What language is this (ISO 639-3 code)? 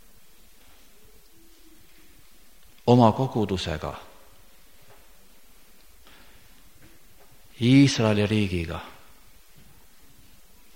est